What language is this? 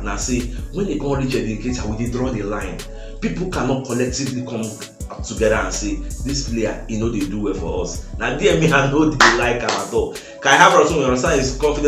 Nigerian Pidgin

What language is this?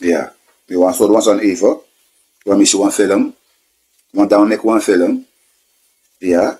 Sranan Tongo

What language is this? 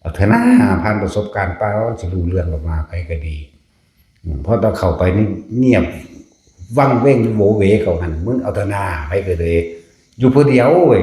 Northeastern Thai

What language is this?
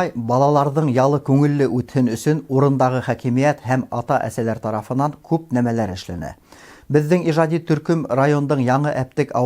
Bashkir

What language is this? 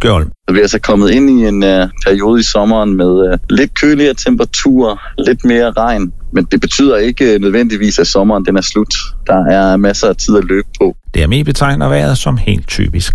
Danish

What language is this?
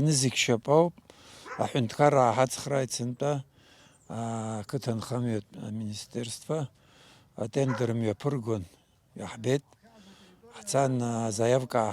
Abkhazian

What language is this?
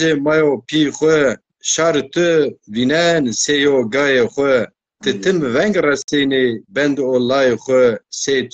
Zaza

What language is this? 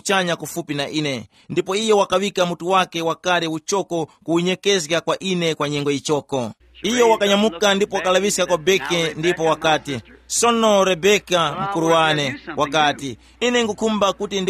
Tumbuka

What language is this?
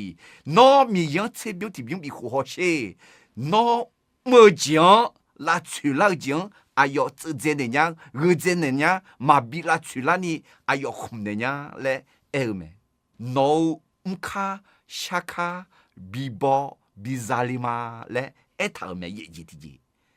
Akha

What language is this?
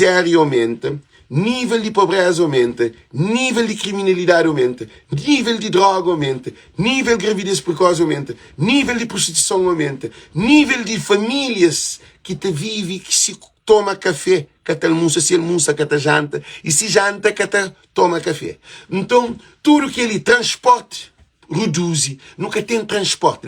Kabuverdianu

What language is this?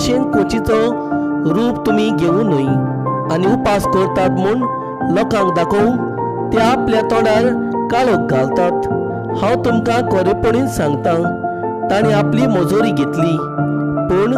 Konkani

